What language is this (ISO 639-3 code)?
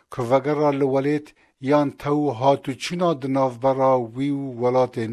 kur